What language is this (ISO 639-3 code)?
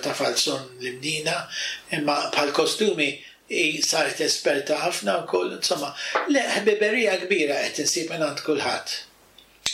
mlt